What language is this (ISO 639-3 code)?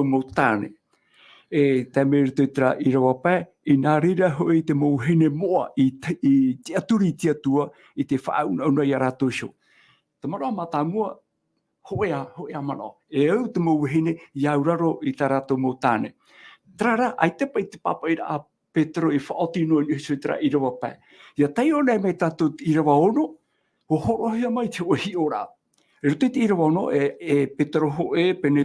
tah